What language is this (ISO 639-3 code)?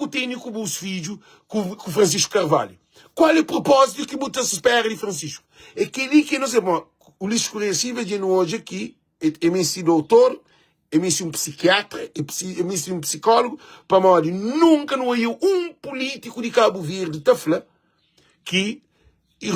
kea